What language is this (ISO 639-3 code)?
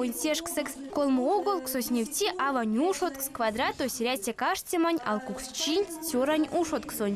myv